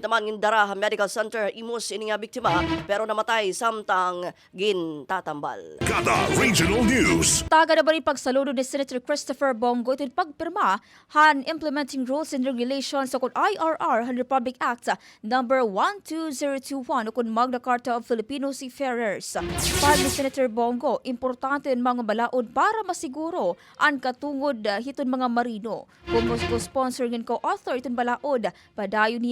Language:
Waray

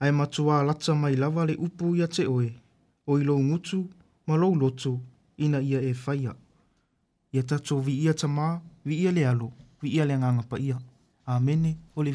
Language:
Samoan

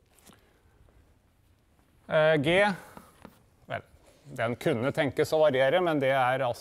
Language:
Norwegian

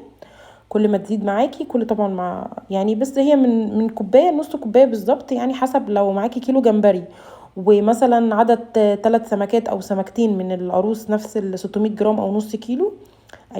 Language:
Egyptian Arabic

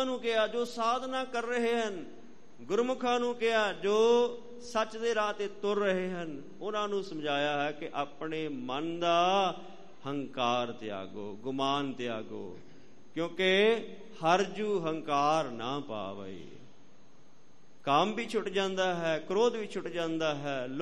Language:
Punjabi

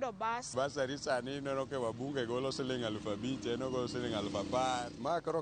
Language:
Luo (Kenya and Tanzania)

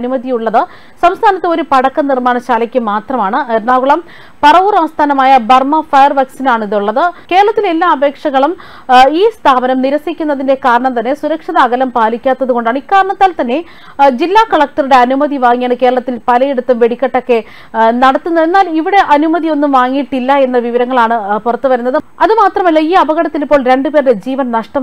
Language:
Malayalam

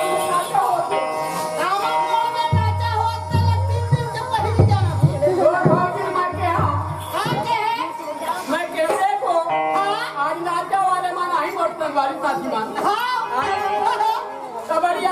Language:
Chhattisgarhi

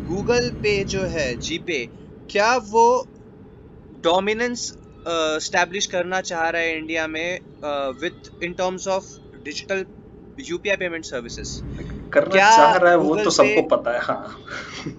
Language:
Hindi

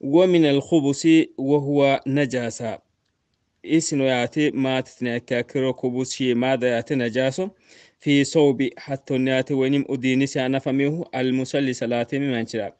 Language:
Sidamo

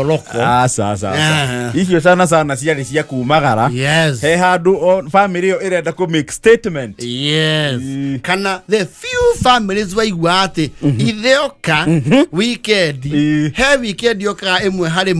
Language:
Kikuyu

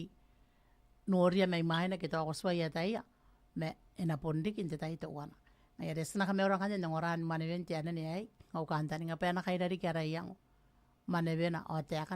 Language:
Gilbertese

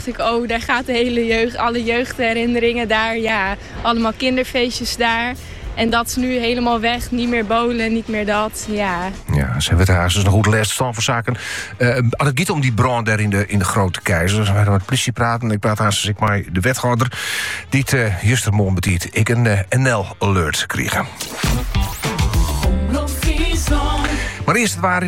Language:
Dutch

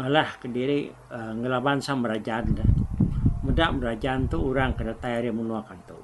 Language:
Iban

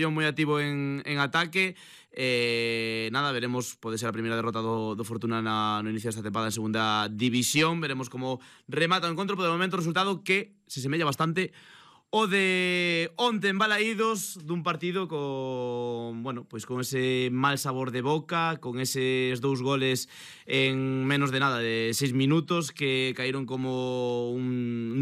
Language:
Galician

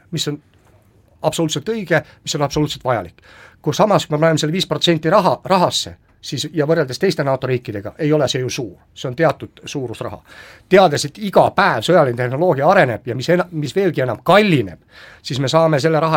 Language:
Estonian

